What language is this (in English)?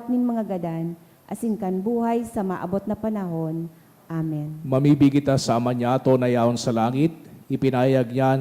Bikol